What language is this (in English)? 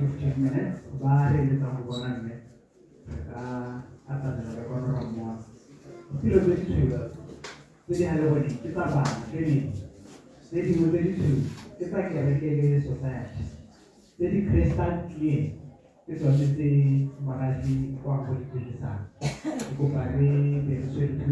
Tswana